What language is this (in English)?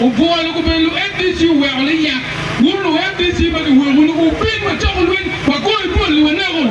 Acoli